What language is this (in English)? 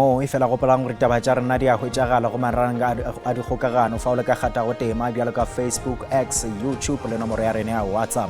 Northern Sotho